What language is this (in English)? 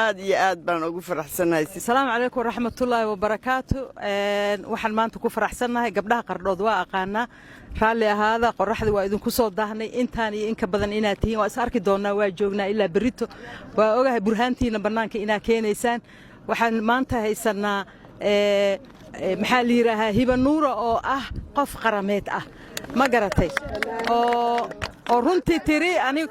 Somali